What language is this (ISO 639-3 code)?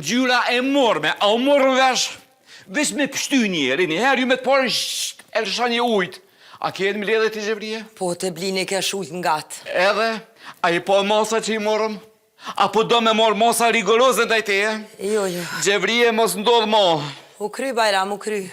sqi